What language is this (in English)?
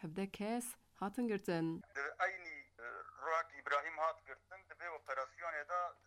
Kurdish